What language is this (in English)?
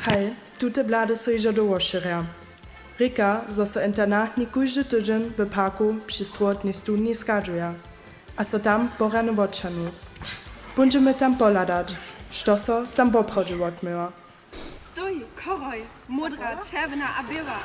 Upper Sorbian